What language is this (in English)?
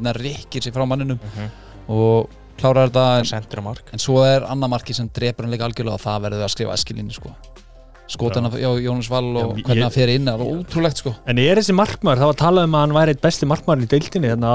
Icelandic